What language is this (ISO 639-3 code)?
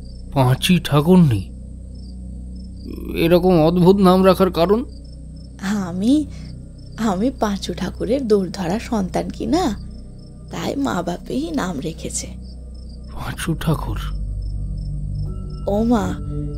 ben